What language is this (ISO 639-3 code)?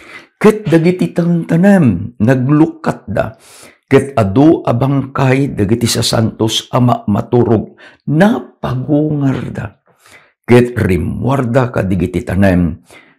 ilo